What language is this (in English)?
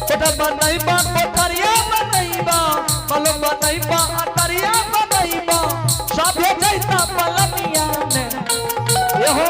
Angika